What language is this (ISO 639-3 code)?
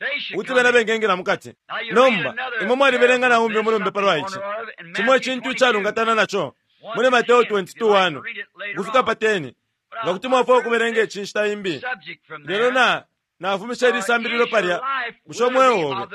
bem